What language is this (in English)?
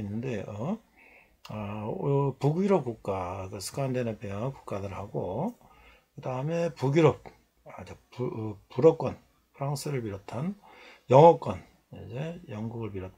Korean